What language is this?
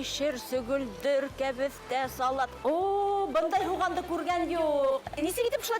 Bashkir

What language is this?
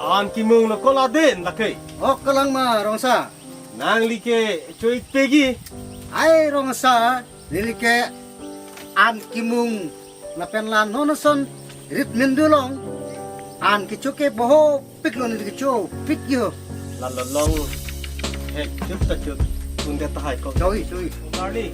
Karbi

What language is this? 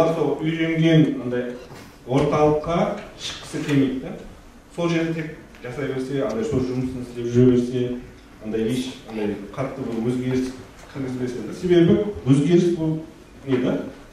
Kara-Kalpak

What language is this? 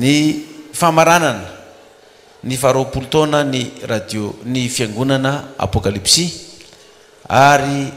Malagasy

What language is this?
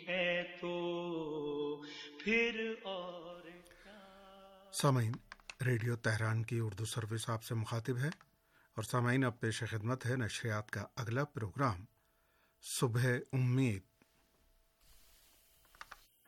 Urdu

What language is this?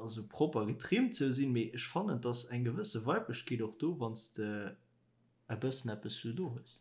Luxembourgish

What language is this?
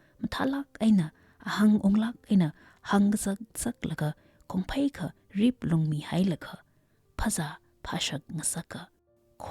Tangkhul Naga (India)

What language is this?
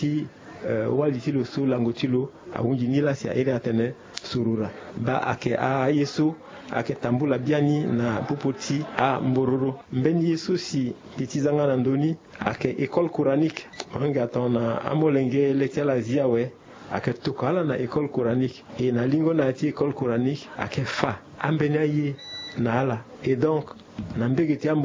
Sango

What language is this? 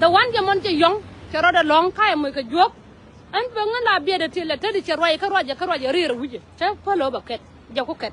Nuer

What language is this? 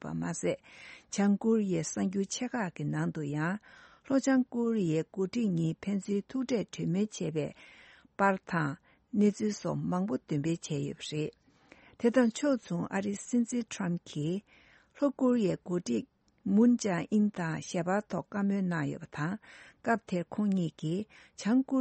Tibetan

